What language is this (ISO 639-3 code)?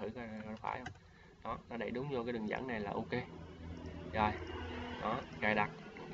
vie